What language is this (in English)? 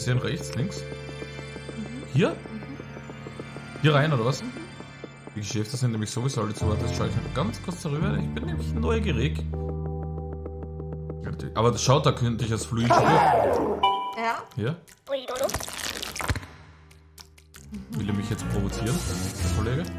German